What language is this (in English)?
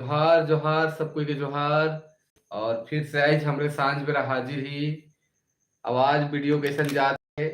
Sadri